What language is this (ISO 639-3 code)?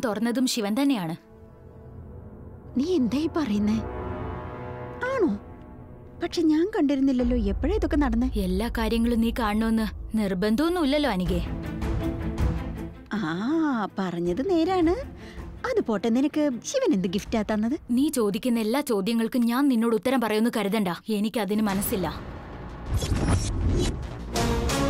mal